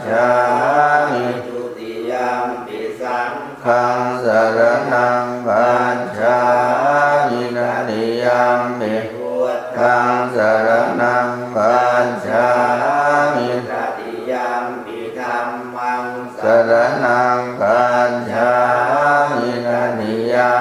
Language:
Pali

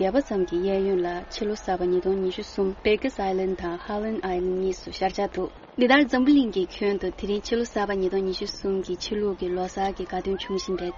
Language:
Tibetan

